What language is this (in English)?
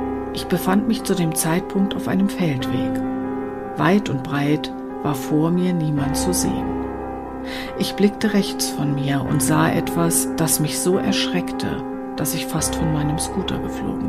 German